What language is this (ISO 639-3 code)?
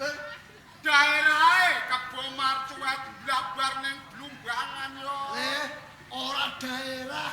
jav